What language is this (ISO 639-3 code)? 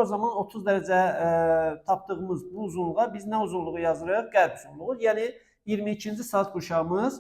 aze